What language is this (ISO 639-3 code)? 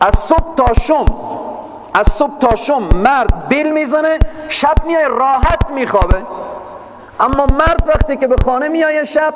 fas